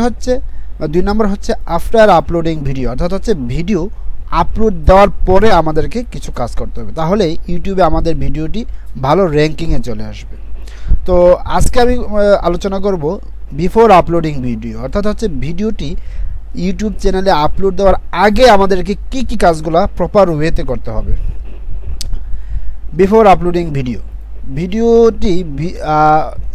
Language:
Bangla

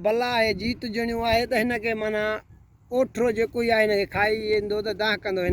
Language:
Sindhi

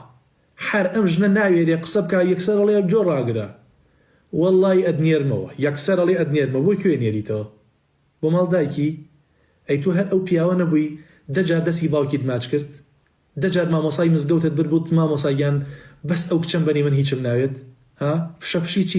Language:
Central Kurdish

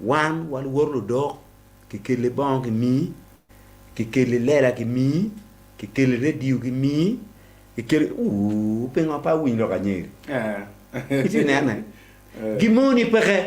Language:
Acoli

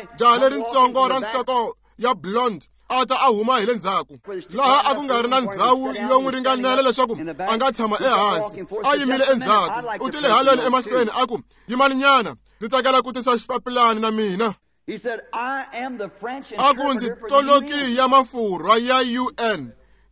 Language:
Tsonga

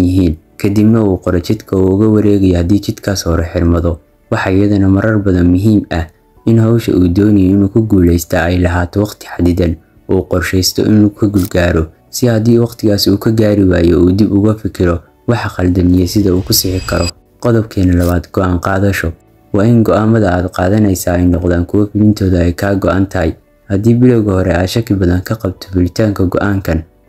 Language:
Somali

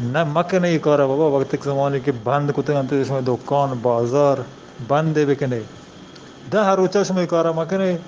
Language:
Eastern Balochi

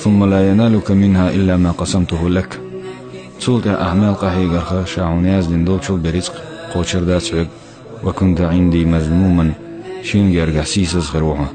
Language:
Chechen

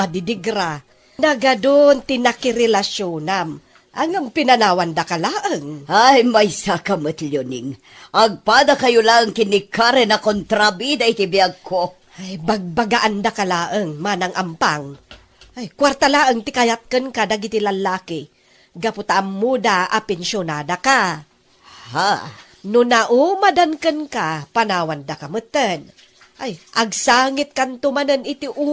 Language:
Iloko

